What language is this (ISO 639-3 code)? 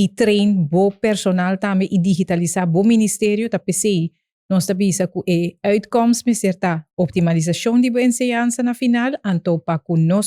pap